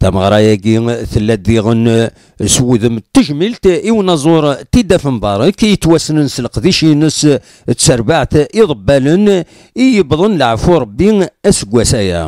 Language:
Kabyle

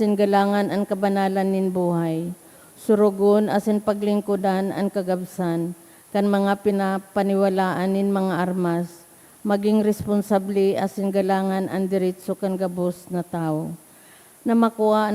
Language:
Bikol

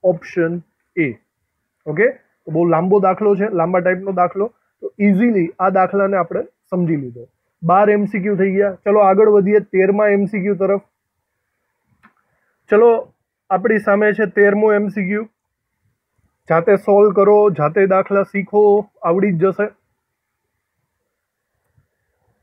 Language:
Gujarati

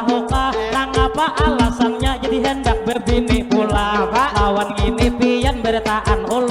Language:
Banjar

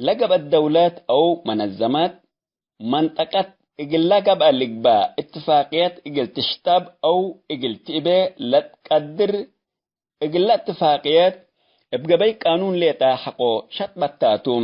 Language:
Tigre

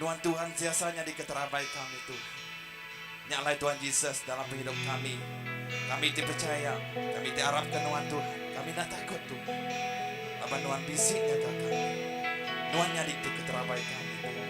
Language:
Iban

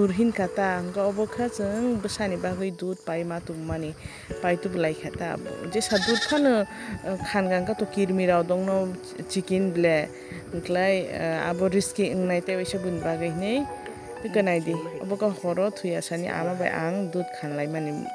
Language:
Kok Borok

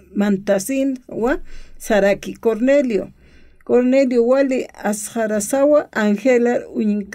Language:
Aymara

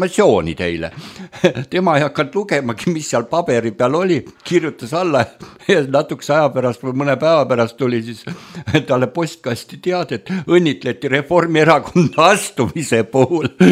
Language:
Estonian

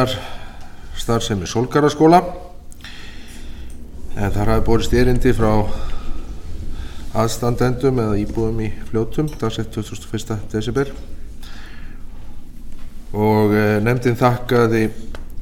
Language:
Icelandic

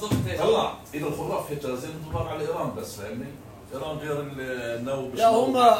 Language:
North Levantine Arabic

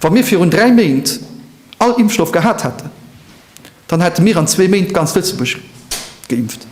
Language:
Luxembourgish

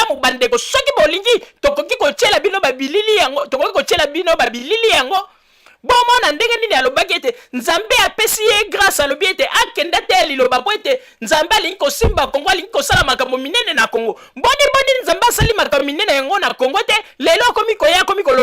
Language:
Lingala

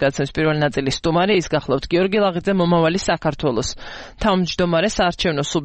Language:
Georgian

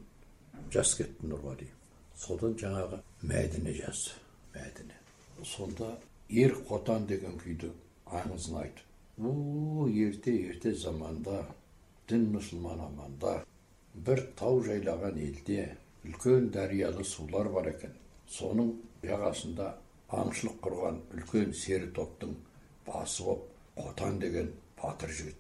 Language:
Kazakh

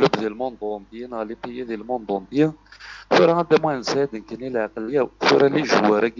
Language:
Kabyle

